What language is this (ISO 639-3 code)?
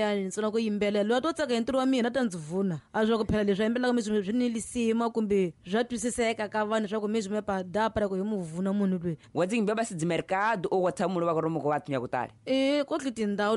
tso